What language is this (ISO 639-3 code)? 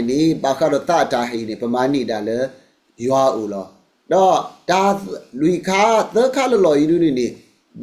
ksw